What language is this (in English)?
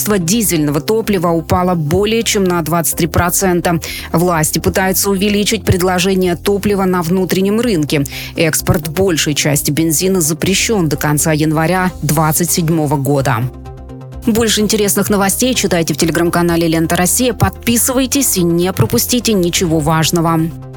Russian